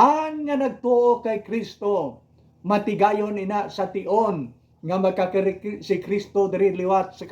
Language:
Hiligaynon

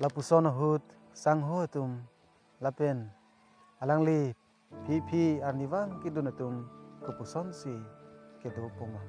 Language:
Karbi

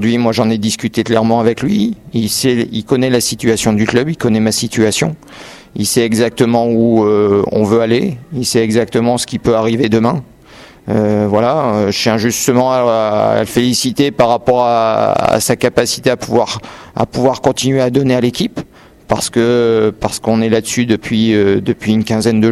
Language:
French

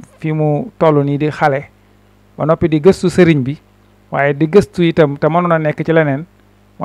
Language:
Wolof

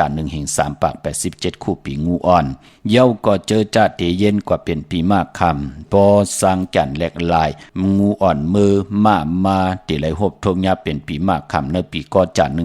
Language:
Shan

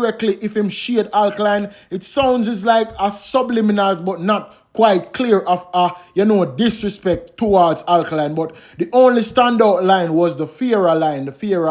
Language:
Jamaican Creole English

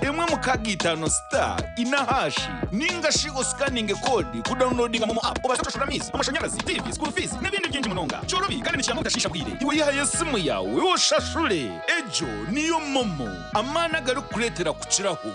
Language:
Nyankole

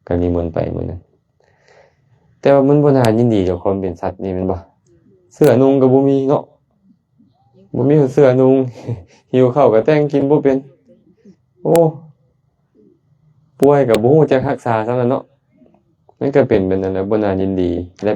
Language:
Lao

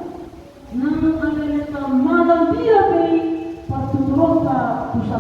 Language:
Batak Toba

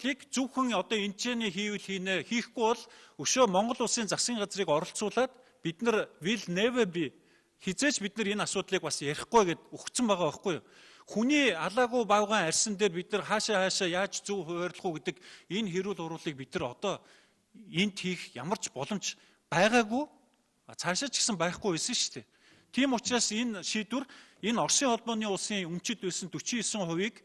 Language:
Mongolian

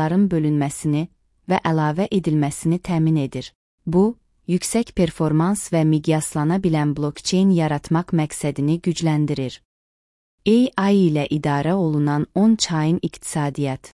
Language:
Azerbaijani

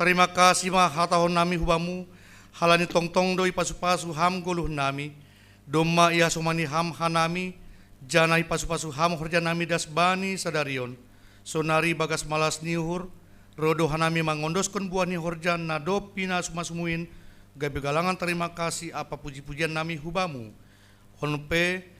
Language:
Batak Simalungun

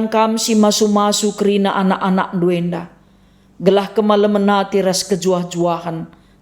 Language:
Batak Karo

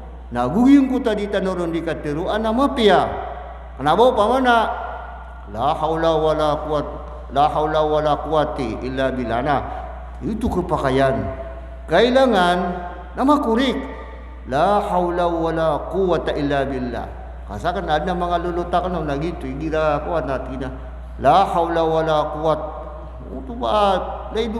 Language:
Maranao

